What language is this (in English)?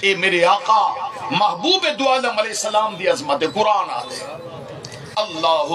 Saraiki